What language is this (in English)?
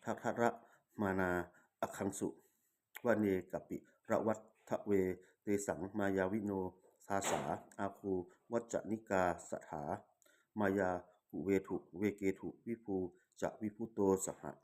Pali